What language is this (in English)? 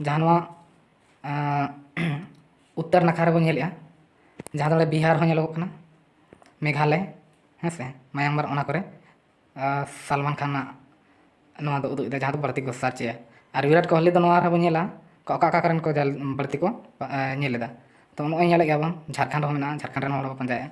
Santali